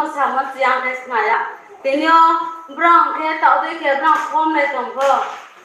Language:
Riang (India)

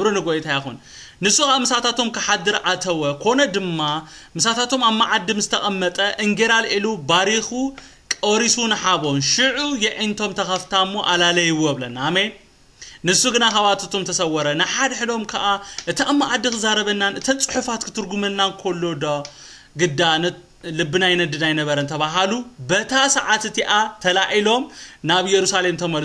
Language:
Tigrinya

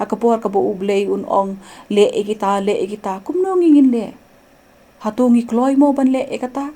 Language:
Khasi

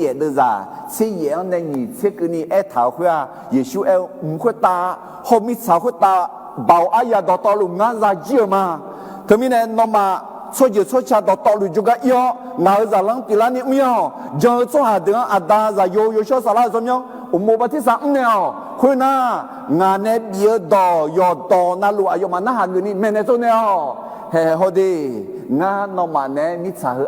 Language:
Akha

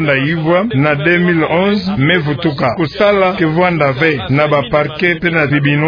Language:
Kituba (Democratic Republic of Congo)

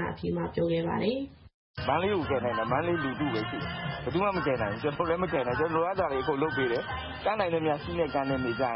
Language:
Burmese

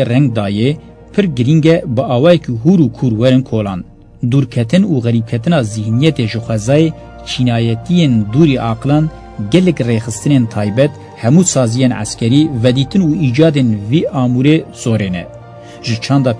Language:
Kurdish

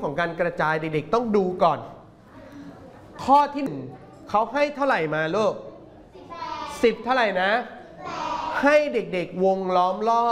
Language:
Thai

